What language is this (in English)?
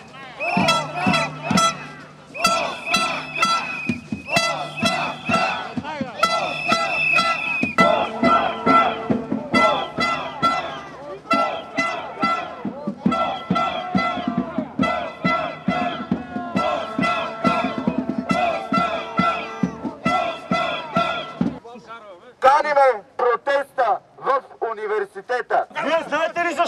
Bulgarian